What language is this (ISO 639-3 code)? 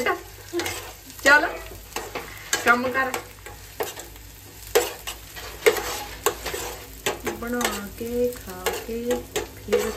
pan